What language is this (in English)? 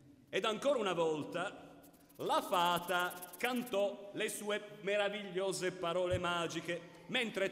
Italian